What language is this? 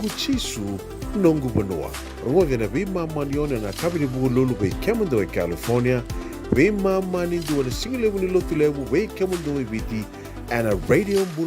Fijian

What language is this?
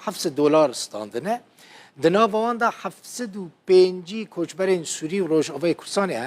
Kurdish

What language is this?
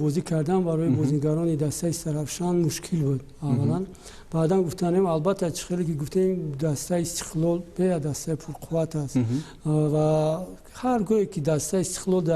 Tajik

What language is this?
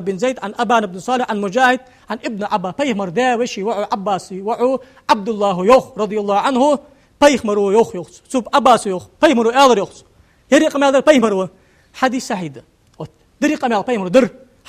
Ingush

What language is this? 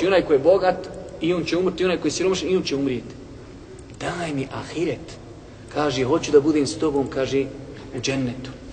Bosnian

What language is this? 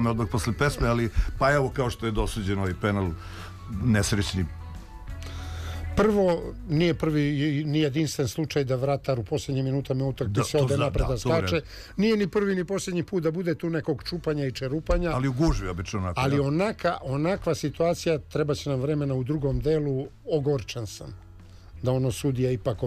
Serbian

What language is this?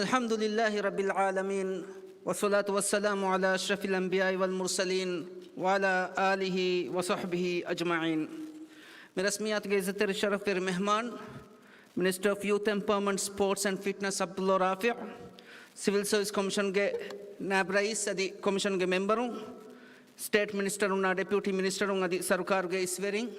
Divehi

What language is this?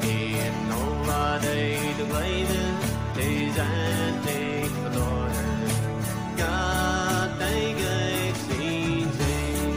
Plautdietsch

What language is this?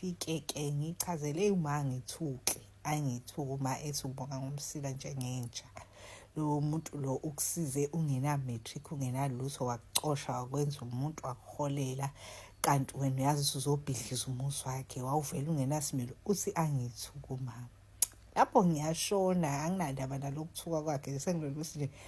Zulu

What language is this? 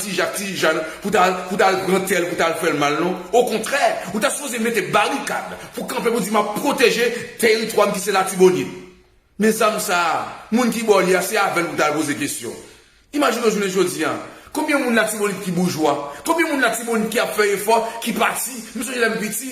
Haitian Creole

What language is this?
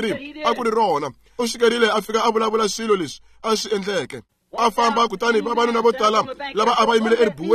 Tsonga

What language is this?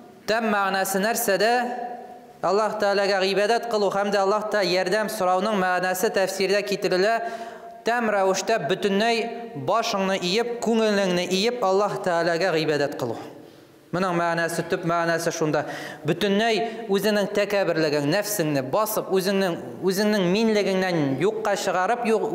Tatar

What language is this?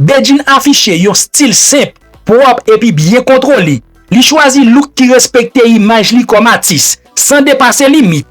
Haitian Creole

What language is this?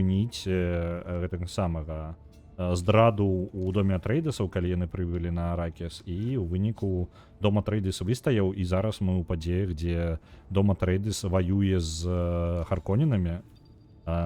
Belarusian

